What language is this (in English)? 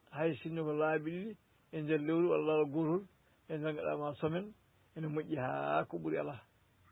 Fula